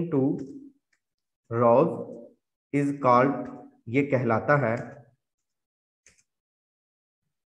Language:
Hindi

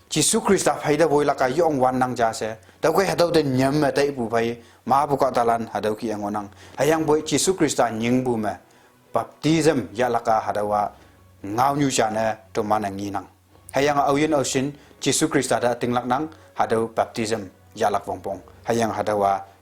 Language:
Konyak Naga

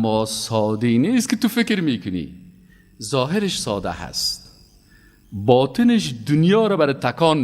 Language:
Persian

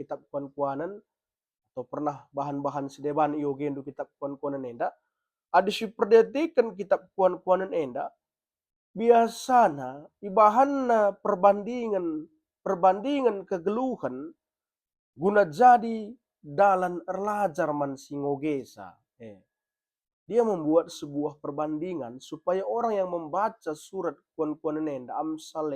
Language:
Batak Karo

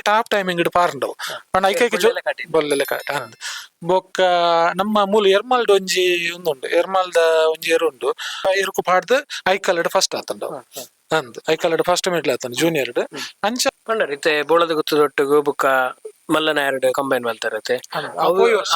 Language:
Tulu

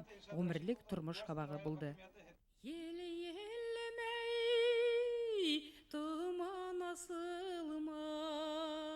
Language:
Bashkir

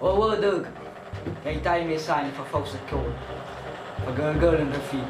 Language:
Nias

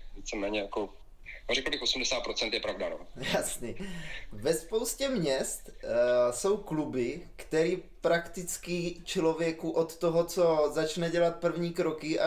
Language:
Czech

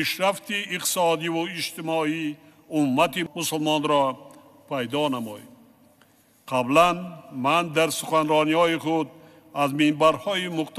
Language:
Tajik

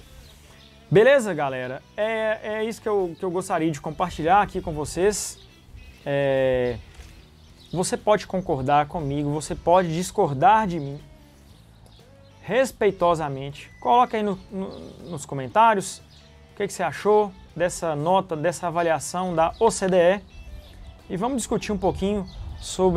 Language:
Portuguese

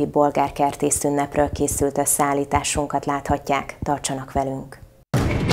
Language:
Hungarian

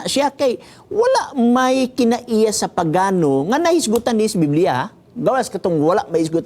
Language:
Cebuano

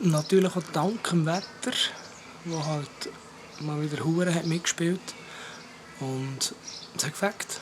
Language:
Swiss German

